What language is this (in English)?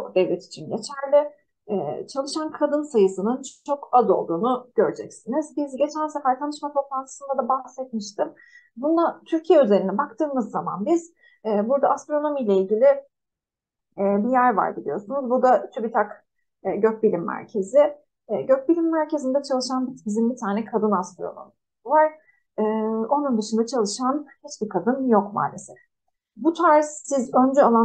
Turkish